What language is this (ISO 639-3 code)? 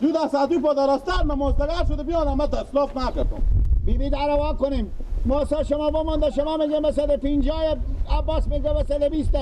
fas